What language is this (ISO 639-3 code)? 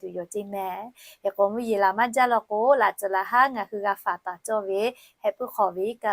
lhu